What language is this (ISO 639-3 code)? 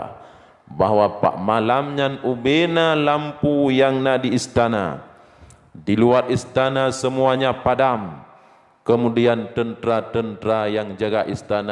ace